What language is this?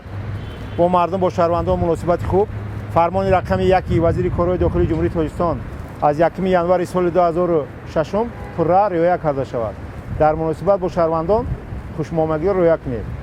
Tajik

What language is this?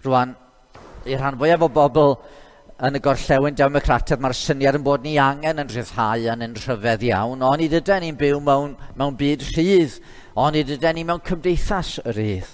Welsh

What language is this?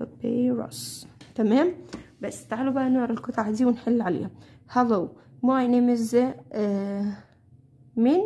Egyptian Arabic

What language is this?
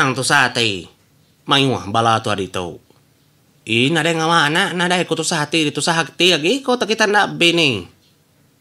Iban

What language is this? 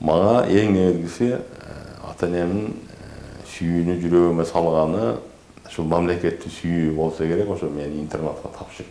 Kyrgyz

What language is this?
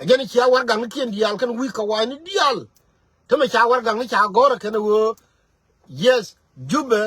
Nuer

